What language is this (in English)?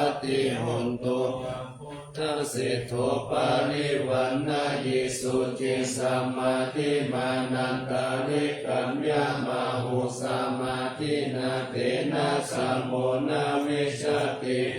Pali